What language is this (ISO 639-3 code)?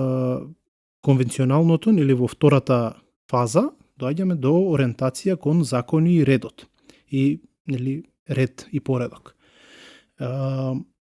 mkd